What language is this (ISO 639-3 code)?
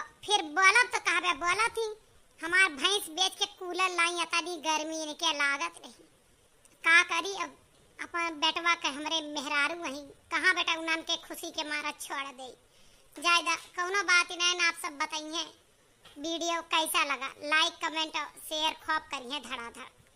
awa